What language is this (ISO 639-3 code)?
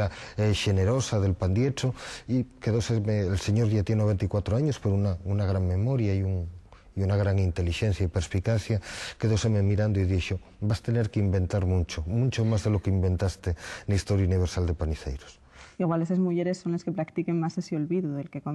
ast